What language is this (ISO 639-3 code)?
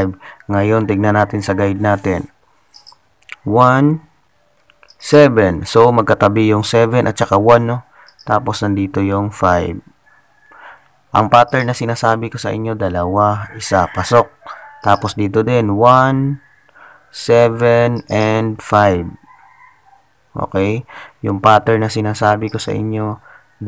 fil